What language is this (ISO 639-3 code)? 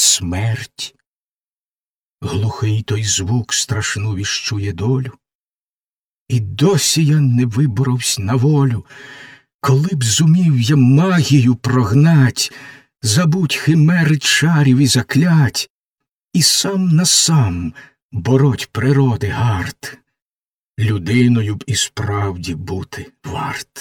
ukr